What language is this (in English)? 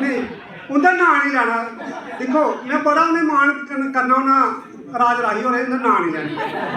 Dogri